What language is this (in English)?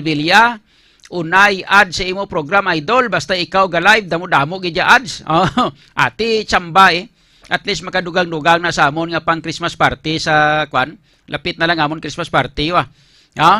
Hiligaynon